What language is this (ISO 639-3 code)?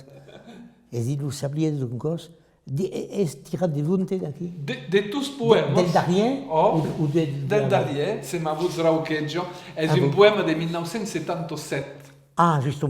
oci